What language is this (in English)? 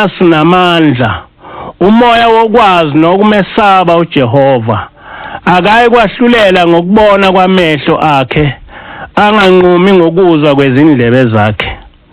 Zulu